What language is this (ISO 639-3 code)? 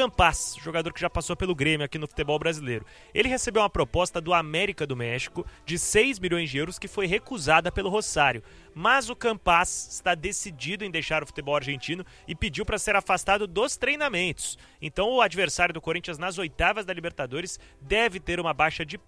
por